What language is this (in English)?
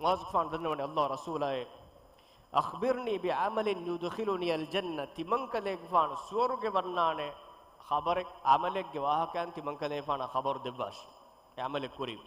Divehi